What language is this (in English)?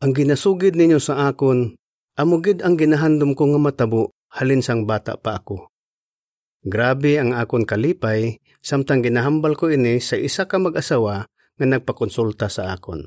Hiligaynon